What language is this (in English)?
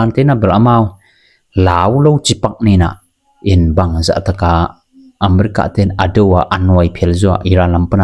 Tedim Chin